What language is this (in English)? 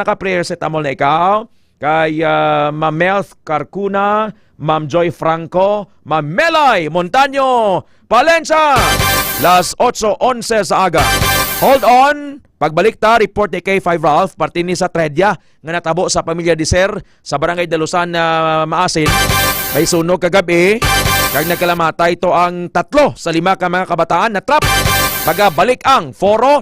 Hiligaynon